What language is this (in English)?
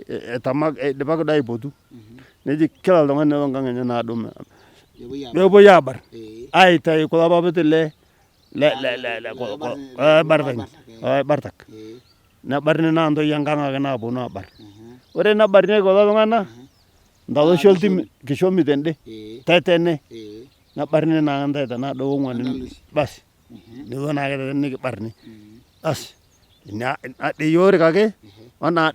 Masai